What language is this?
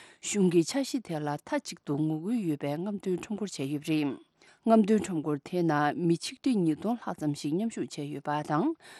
Tibetan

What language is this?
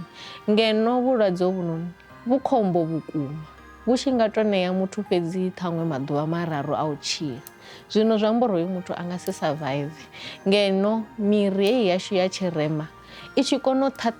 Venda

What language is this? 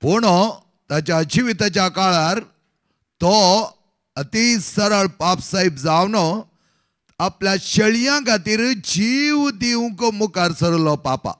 Konkani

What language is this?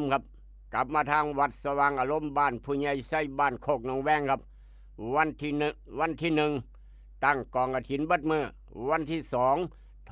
Northeastern Thai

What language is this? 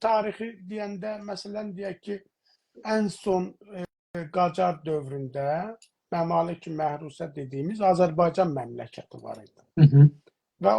South Azerbaijani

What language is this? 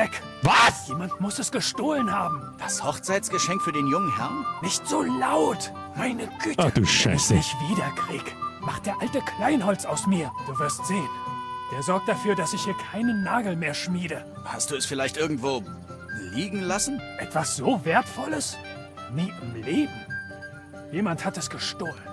Bavarian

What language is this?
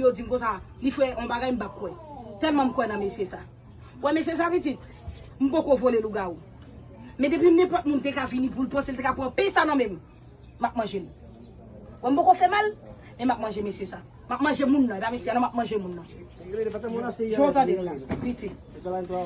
Haitian Creole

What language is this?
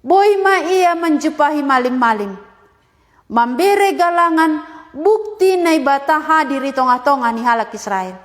Batak Simalungun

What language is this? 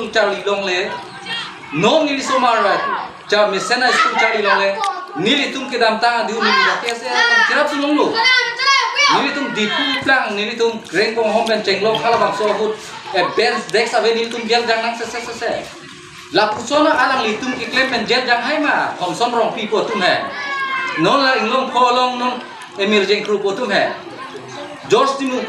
Karbi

